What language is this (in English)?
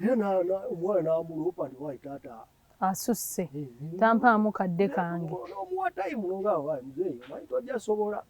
Ganda